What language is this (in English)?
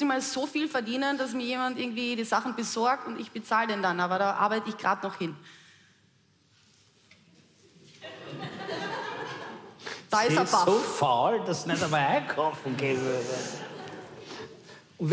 German